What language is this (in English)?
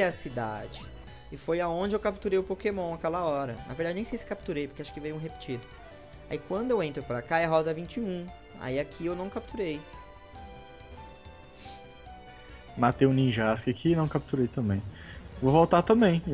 Portuguese